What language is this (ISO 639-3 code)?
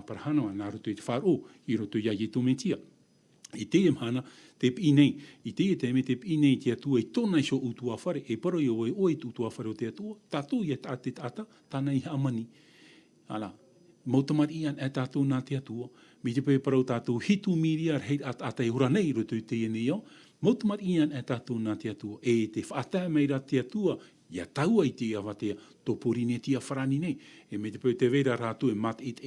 tah